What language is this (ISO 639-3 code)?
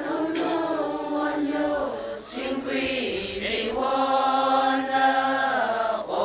nmf